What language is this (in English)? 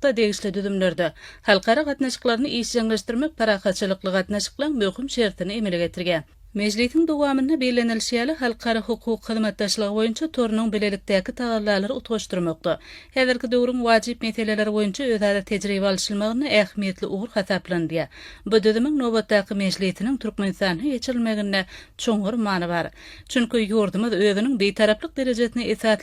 Turkmen